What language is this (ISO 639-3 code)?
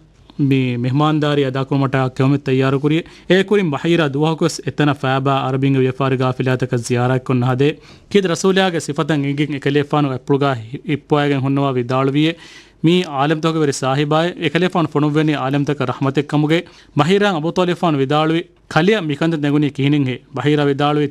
div